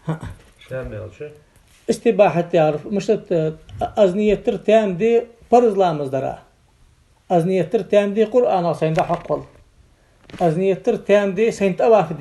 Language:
Ingush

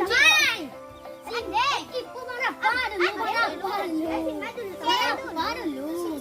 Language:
Minangkabau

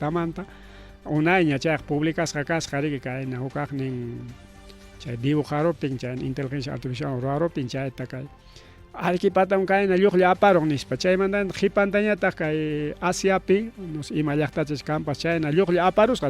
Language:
Ayacucho Quechua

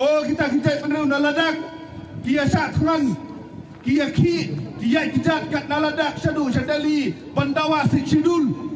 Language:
Khasi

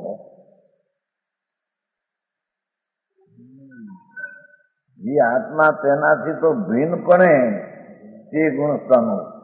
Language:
Gujarati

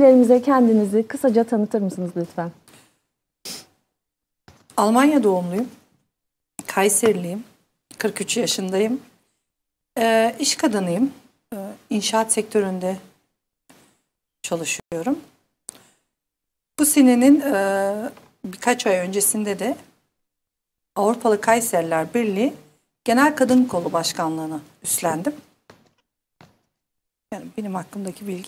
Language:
Turkish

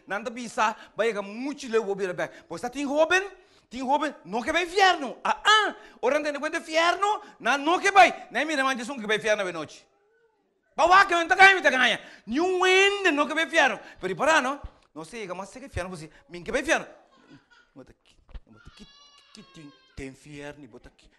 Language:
Papiamento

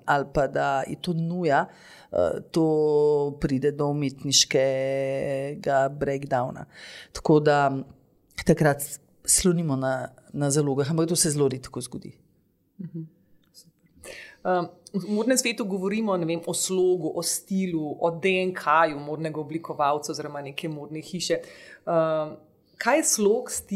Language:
Slovenian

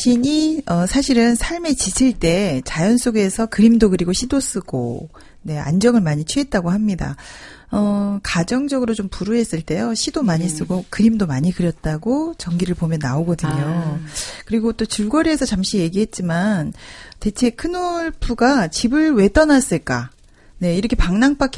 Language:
Korean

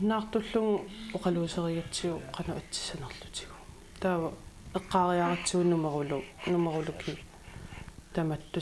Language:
Kalaallisut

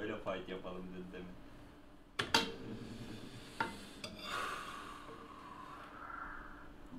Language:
Turkish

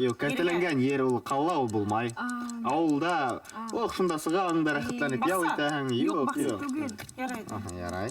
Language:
Bashkir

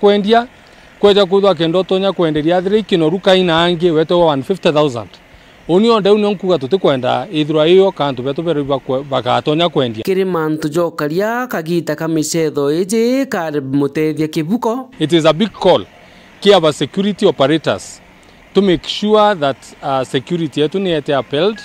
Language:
Meru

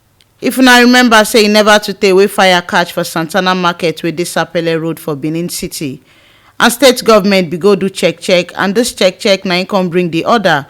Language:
Nigerian Pidgin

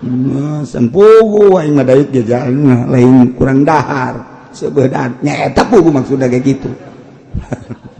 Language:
Sundanese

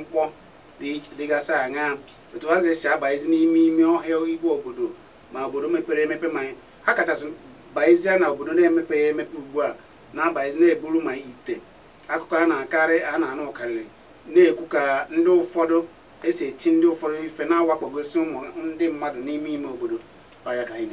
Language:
Igbo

